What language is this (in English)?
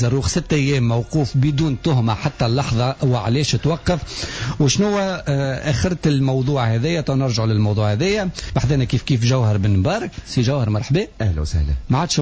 Tunisian Arabic